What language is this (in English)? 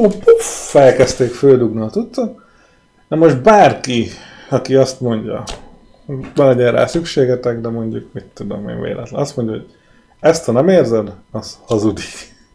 Hungarian